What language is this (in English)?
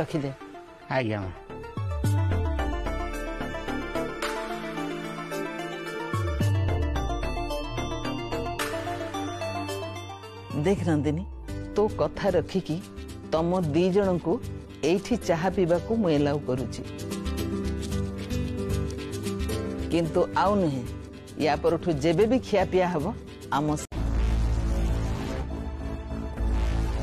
Odia